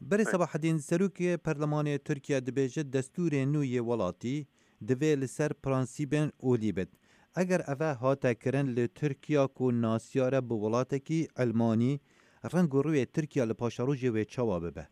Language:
Kurdish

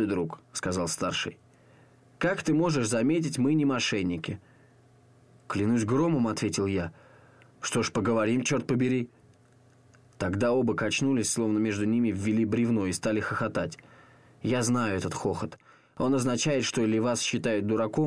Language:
Russian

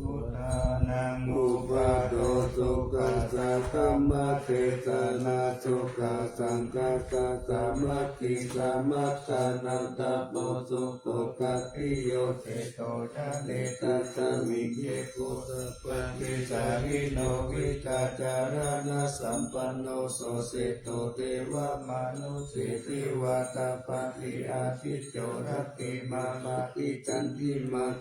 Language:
Pali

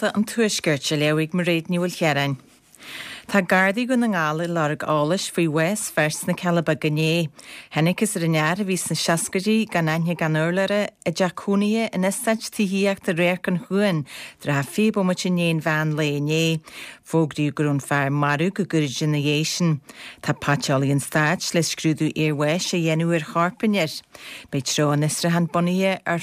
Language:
Irish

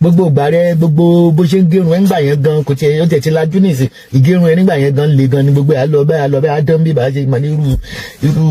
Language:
Yoruba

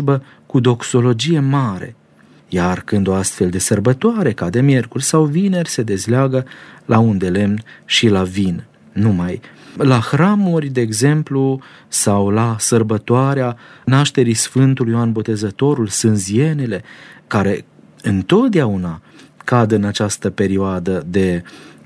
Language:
Romanian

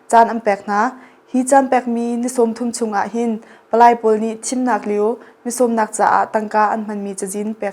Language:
Hakha Chin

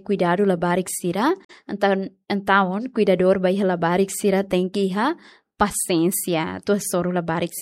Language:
Tetum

